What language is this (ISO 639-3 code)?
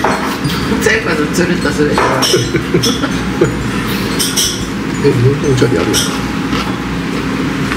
jpn